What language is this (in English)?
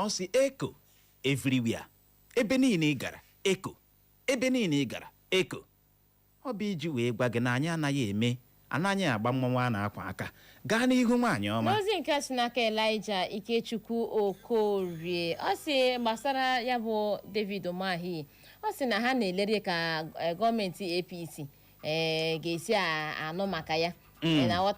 Igbo